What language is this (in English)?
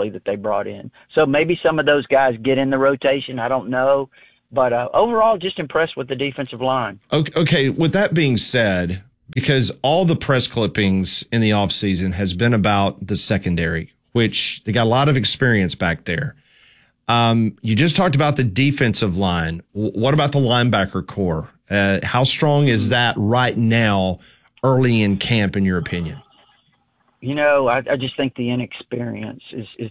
English